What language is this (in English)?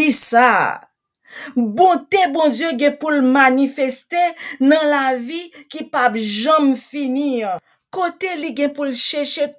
Haitian Creole